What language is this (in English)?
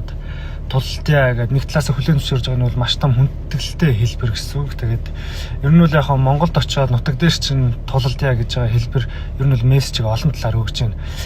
Mongolian